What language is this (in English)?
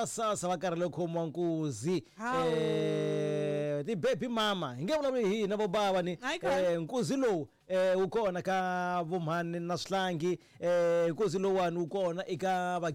Tsonga